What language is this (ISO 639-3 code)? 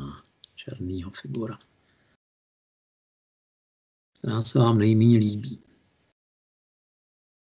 ces